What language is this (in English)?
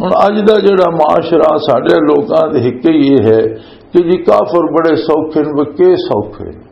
Western Panjabi